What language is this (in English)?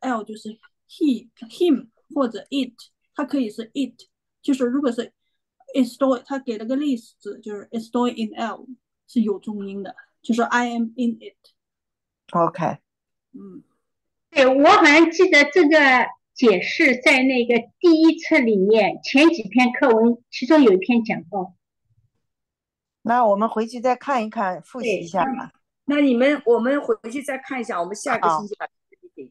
Chinese